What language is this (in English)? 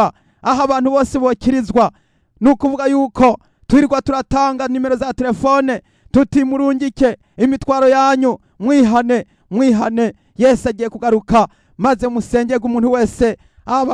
Rundi